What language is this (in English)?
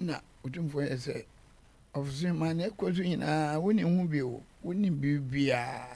Akan